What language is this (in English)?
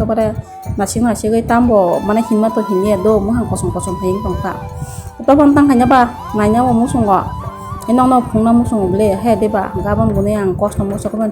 Kok Borok